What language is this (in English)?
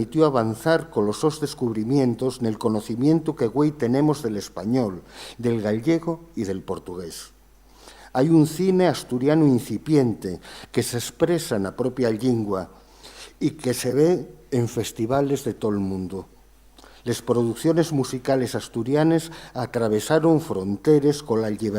Asturian